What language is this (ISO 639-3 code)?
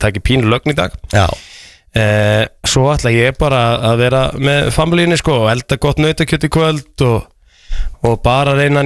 isl